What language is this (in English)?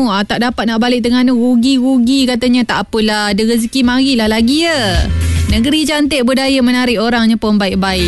Malay